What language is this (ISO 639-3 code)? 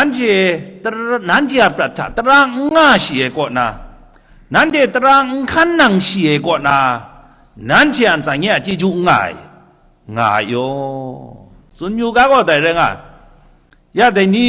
kac